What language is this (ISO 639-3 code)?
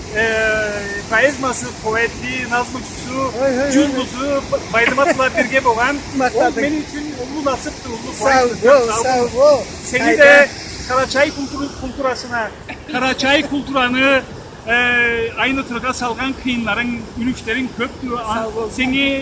krc